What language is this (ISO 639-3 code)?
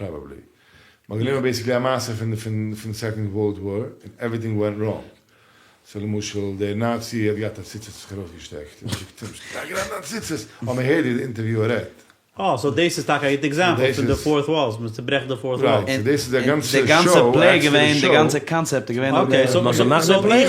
yid